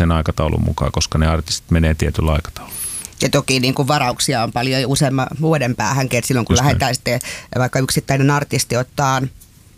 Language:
Finnish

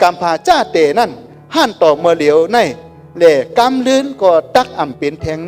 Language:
Shan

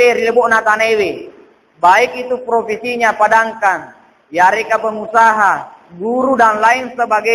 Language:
Buginese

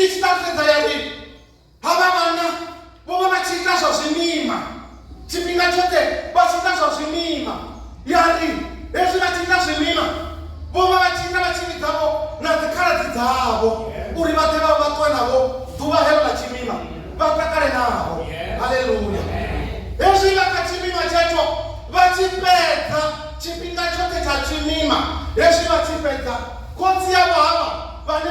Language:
Venda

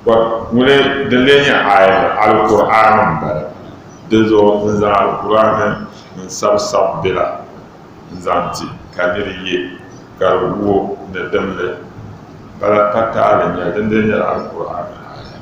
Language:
Dagbani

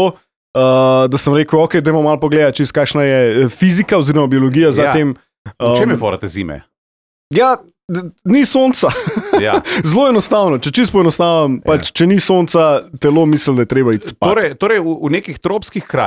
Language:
Slovenian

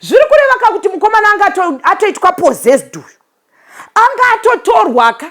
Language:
Shona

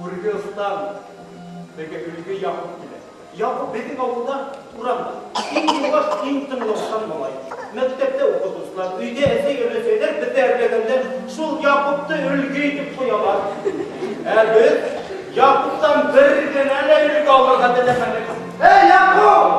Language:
Bashkir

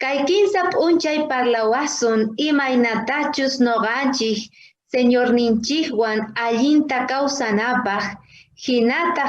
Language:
South Bolivian Quechua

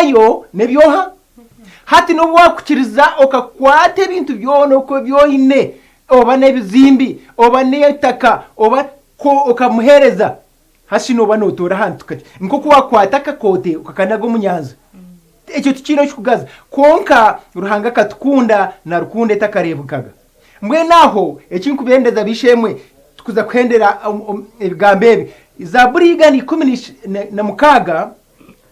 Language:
Nyankole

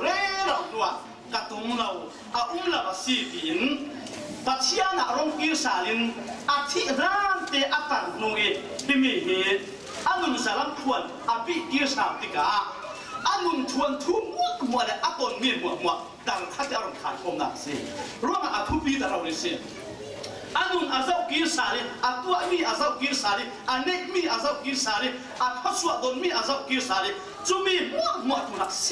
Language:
Falam Chin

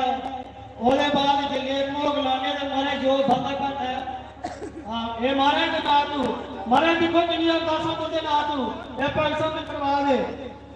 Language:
Dogri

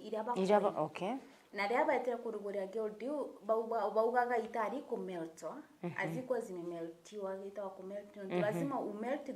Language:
Meru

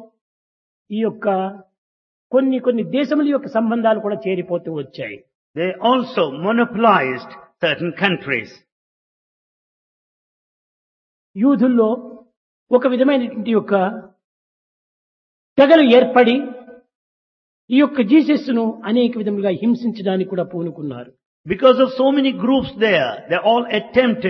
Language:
Telugu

